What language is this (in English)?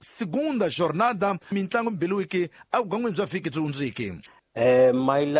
Tsonga